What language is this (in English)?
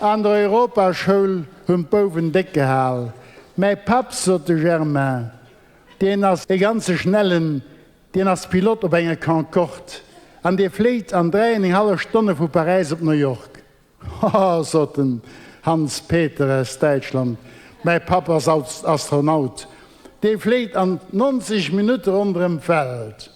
Luxembourgish